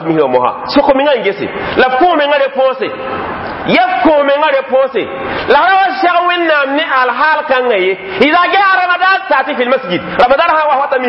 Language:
Mossi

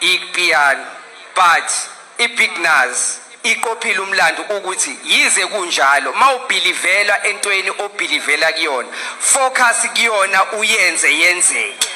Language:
Zulu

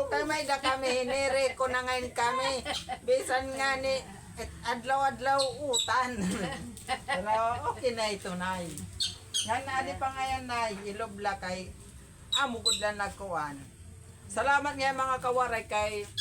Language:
Waray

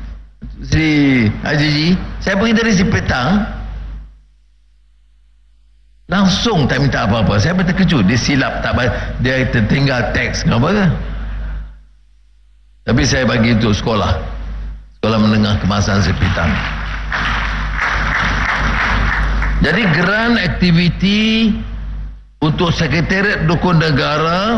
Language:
Malay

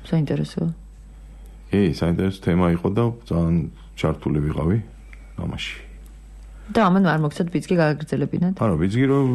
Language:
Georgian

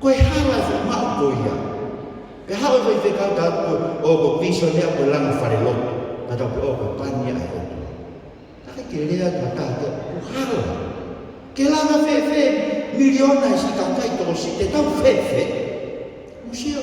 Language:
Tongan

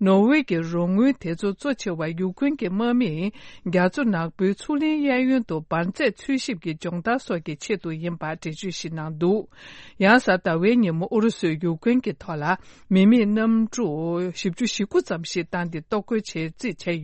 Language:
Tibetan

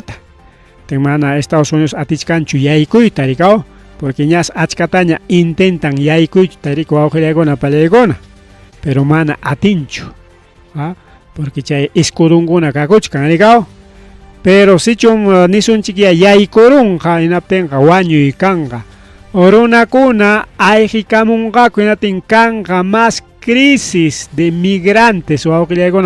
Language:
Ayacucho Quechua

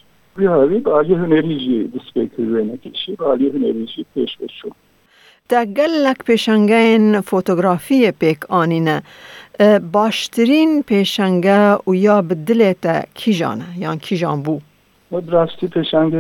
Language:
Kurdish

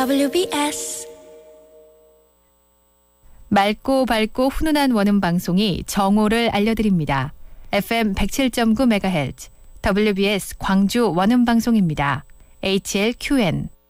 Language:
Korean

